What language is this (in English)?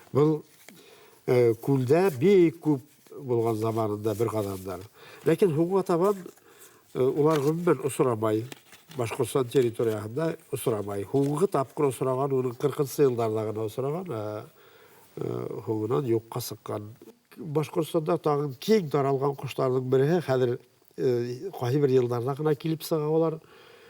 Bashkir